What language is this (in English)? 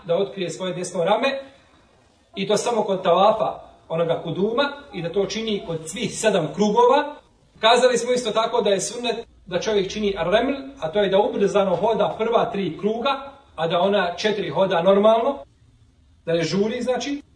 Bosnian